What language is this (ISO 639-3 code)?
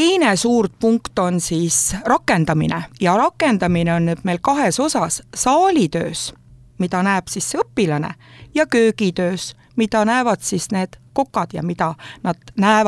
est